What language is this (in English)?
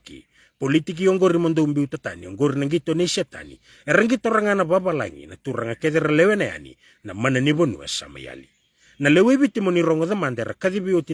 Fijian